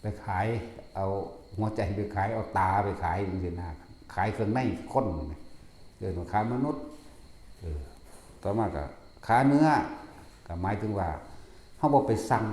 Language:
Lao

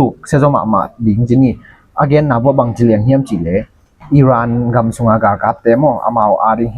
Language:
Tedim Chin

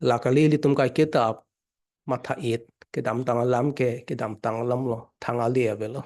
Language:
Karbi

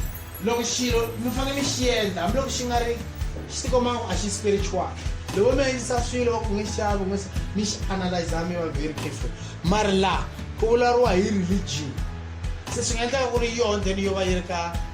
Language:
Tsonga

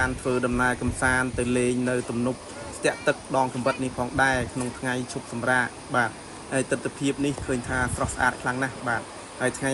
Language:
Khmer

